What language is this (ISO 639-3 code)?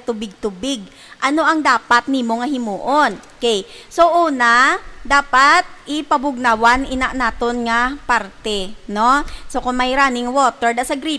hil